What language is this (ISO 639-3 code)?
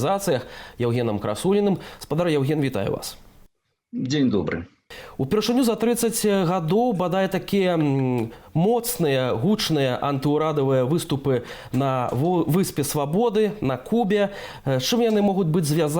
bel